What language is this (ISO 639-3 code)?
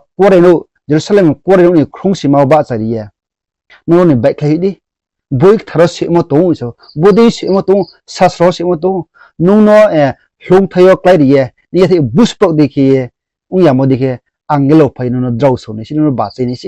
ria